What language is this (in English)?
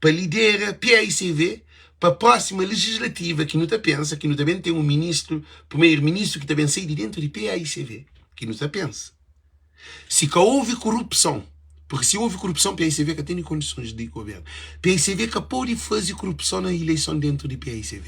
Kabuverdianu